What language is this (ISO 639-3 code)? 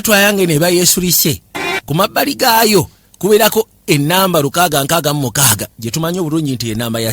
lug